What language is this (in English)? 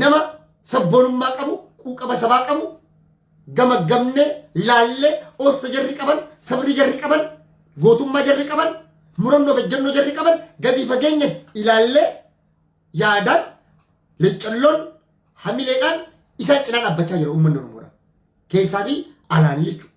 Oromo